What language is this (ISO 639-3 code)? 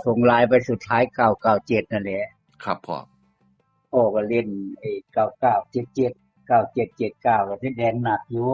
tts